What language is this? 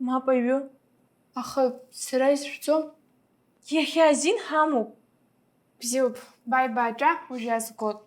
Abkhazian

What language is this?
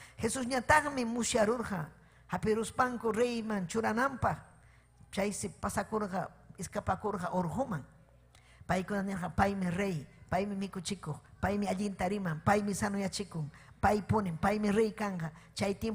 Ayacucho Quechua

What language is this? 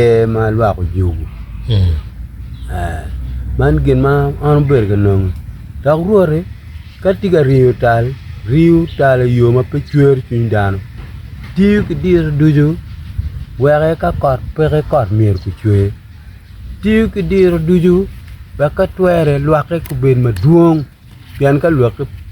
Acoli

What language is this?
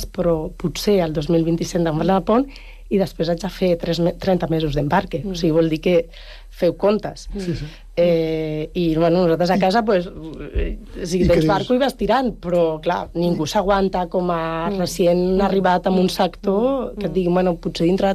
Catalan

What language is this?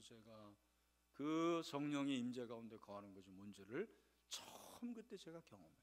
Korean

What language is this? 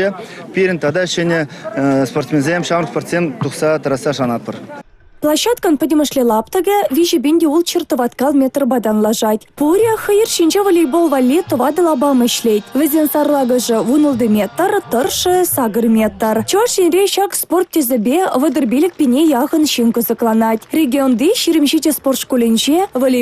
Chuvash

